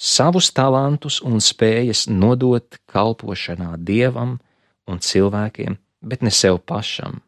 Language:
Latvian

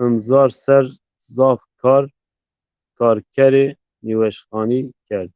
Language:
Zaza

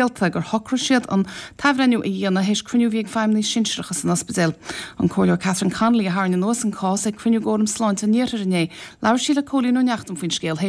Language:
Irish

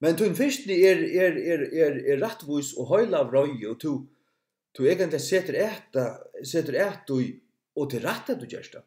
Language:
Faroese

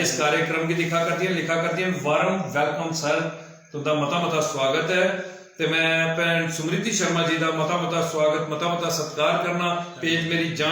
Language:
Dogri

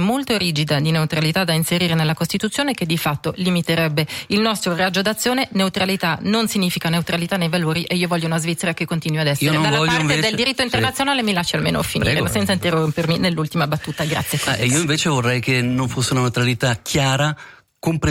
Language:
Italian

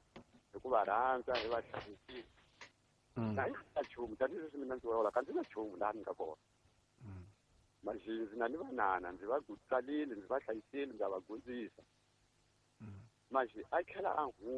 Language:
Tsonga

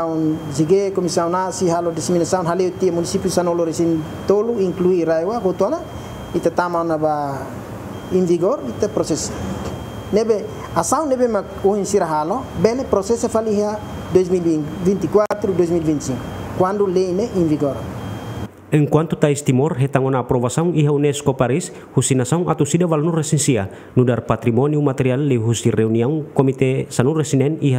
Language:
Tetum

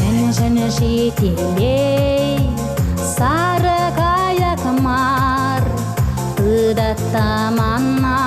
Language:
Chuvash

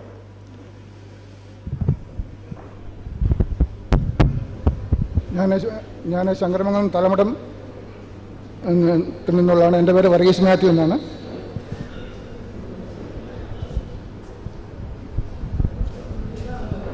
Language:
Malayalam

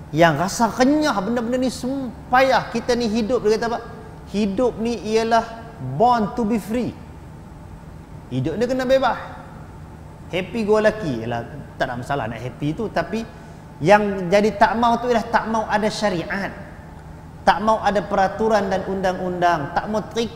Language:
Malay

